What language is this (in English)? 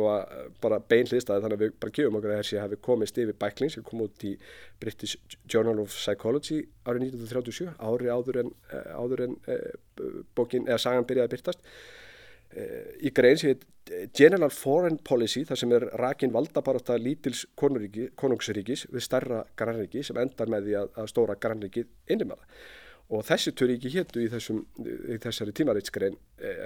Icelandic